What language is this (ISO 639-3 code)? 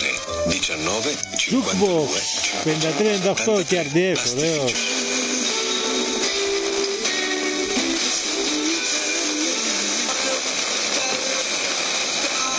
ell